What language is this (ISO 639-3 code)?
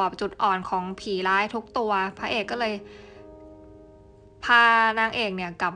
tha